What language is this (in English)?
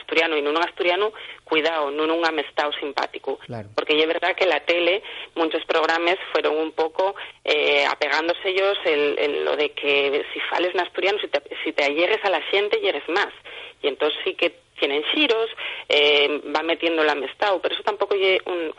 Asturian